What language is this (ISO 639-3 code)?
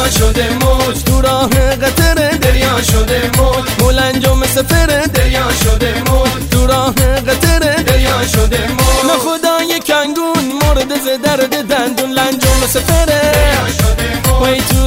fas